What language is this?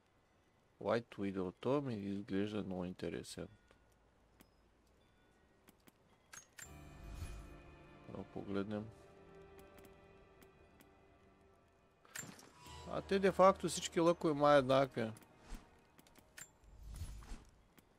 Bulgarian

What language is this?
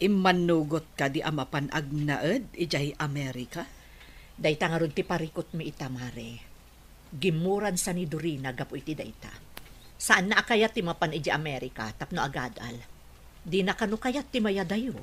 Iloko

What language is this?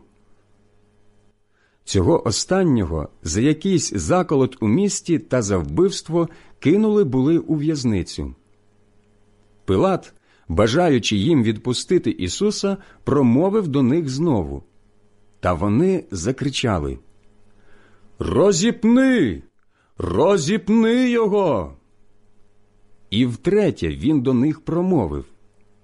Ukrainian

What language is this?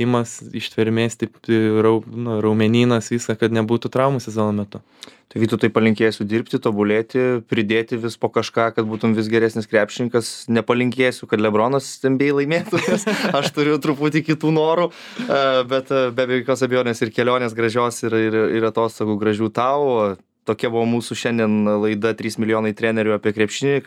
Lithuanian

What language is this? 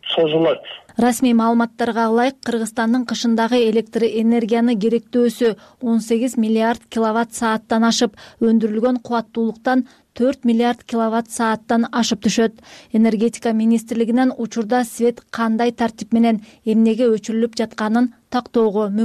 Kyrgyz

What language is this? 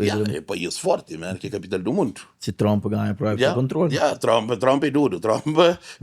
Kabuverdianu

